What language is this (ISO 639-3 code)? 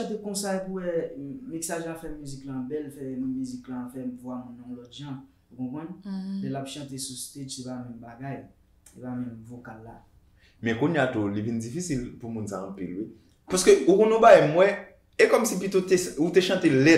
hat